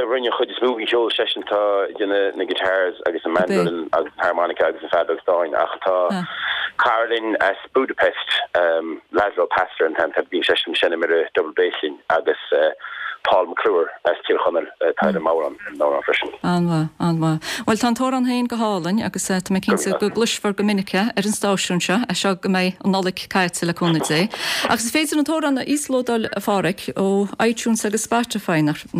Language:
Irish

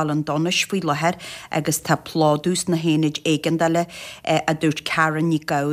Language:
Irish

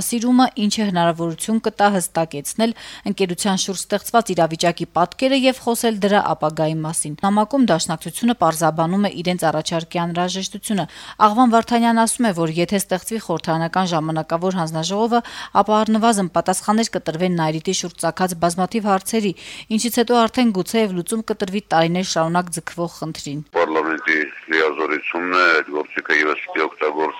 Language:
Armenian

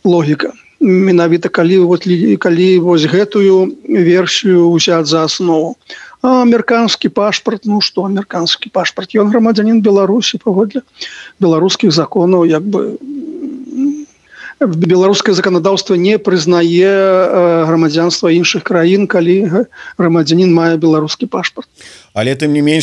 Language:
Belarusian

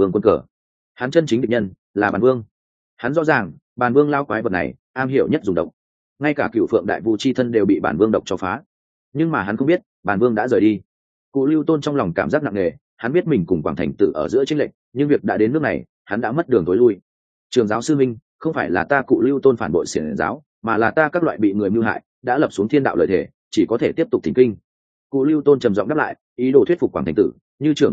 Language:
Vietnamese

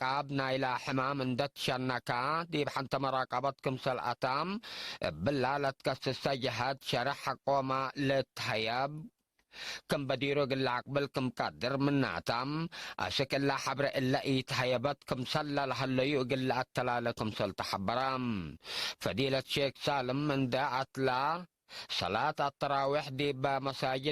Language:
Tigre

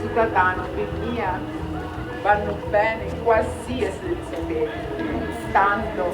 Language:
Sicilian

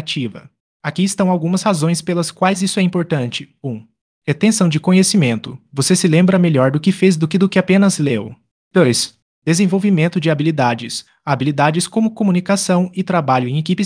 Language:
Portuguese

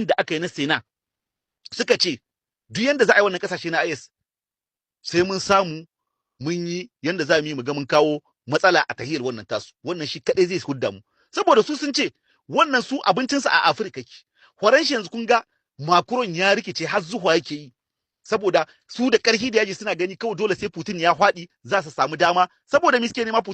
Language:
Hausa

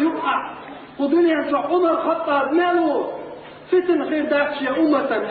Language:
Chechen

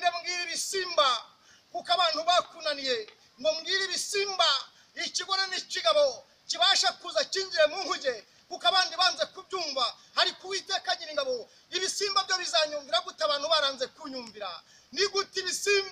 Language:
Kinyarwanda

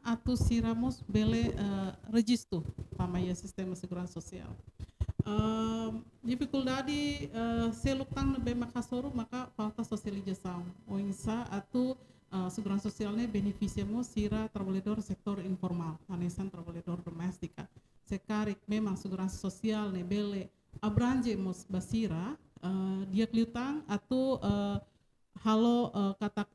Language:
Tetum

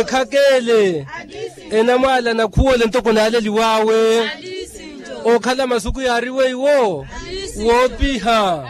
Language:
Makhuwa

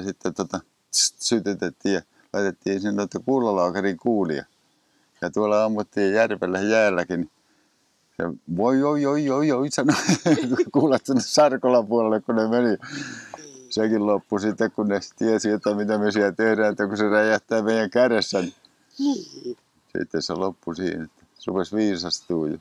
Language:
Finnish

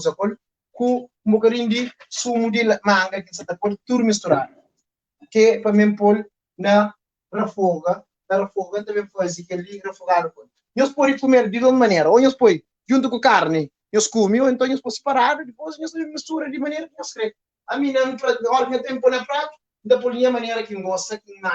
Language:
Kabuverdianu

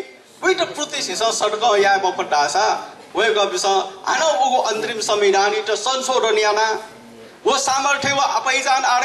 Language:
Newari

